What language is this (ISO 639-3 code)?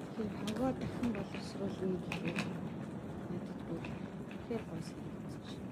mon